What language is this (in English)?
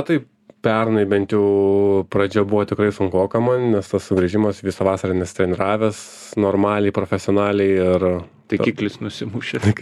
Lithuanian